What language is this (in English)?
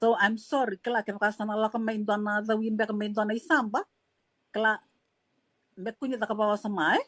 Fijian